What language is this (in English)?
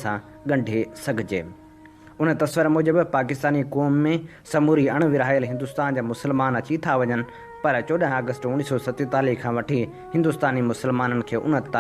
Sindhi